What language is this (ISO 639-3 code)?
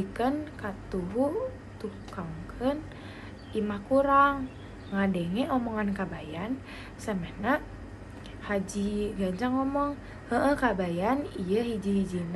sun